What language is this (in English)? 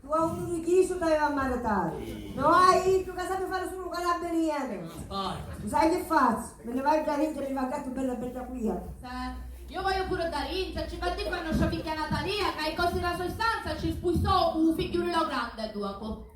Sicilian